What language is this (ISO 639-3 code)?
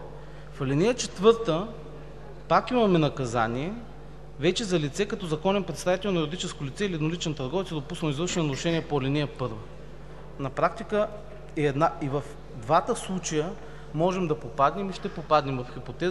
bul